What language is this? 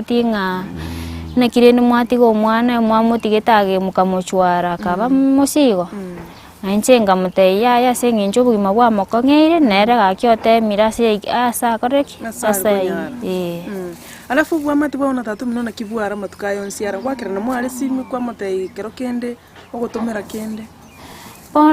Gusii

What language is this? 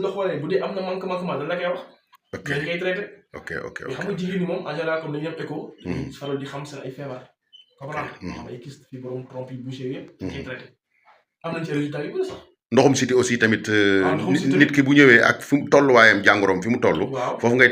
Wolof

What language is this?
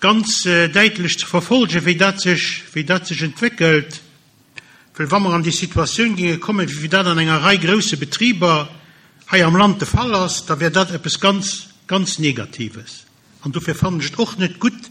Luxembourgish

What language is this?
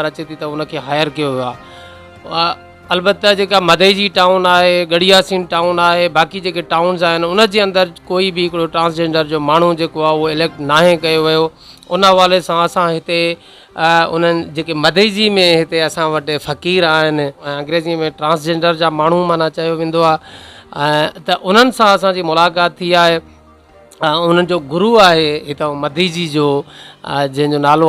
Sindhi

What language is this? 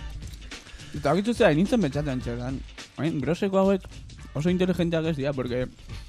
Basque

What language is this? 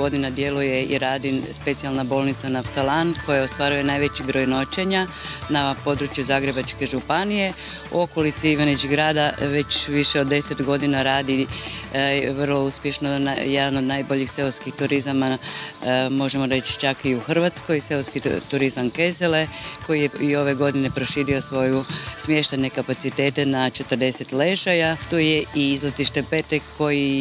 Croatian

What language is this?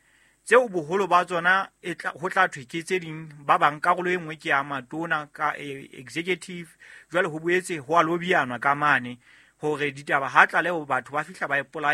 Southern Sotho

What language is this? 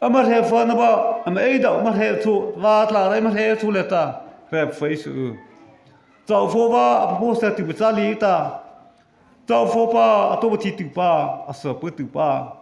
Mara Chin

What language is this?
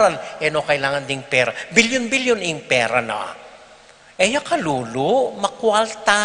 Pampanga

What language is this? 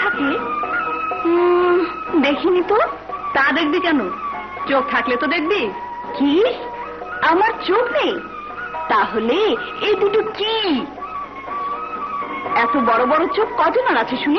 Bangla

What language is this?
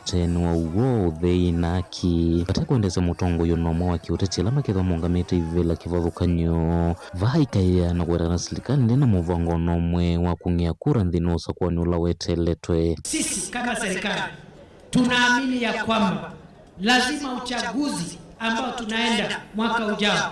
Kamba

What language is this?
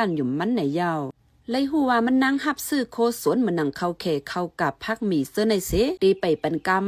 Shan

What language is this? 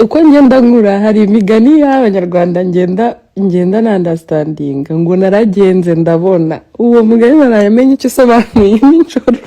Kinyarwanda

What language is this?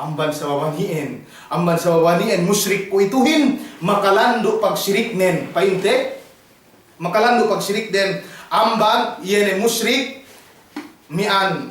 Yakan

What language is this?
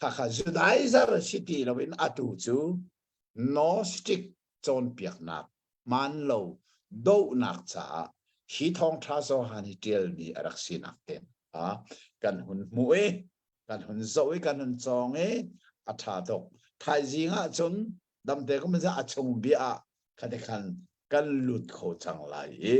Hakha Chin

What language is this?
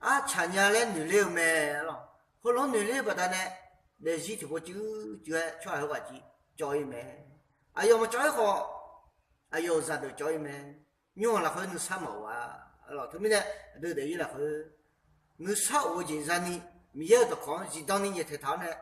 Akha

